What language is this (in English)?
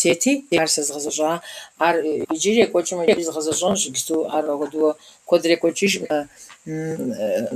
Kabardian